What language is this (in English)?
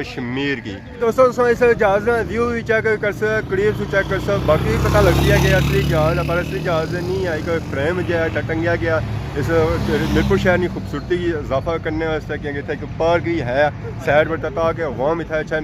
Pahari-Potwari